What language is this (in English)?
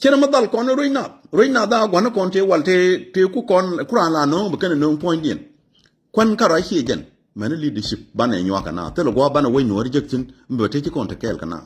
Nuer